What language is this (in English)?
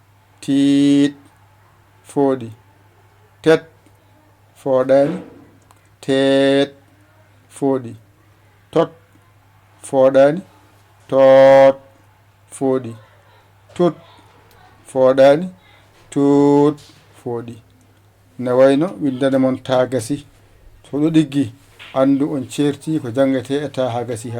Fula